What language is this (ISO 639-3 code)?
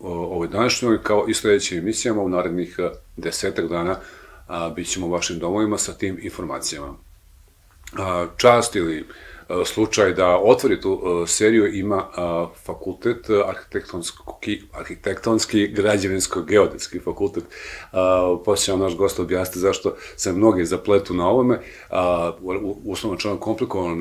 bos